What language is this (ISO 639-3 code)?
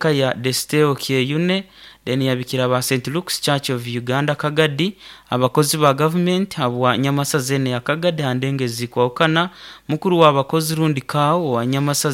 nyo